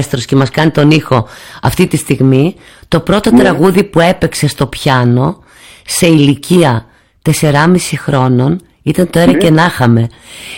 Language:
Greek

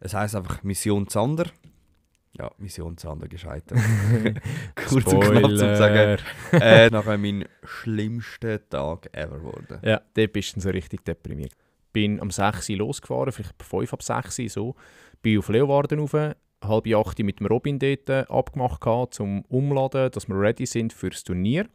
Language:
Swiss German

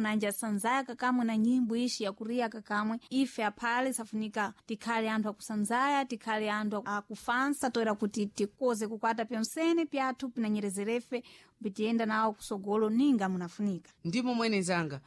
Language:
Sena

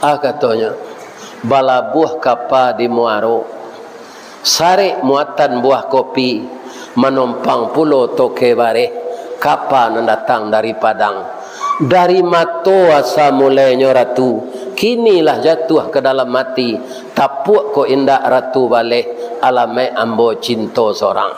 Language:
Minangkabau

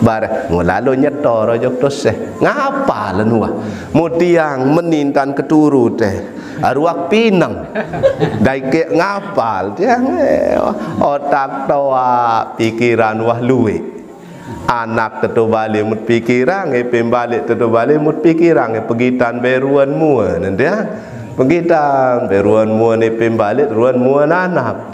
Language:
Sasak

